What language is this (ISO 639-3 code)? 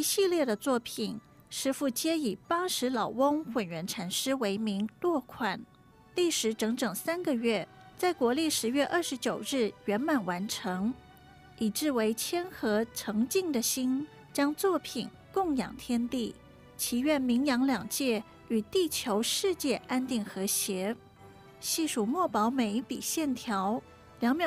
zho